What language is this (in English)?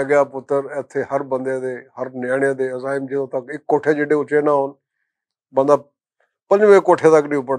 Western Panjabi